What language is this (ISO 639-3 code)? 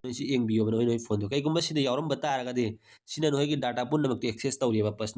mni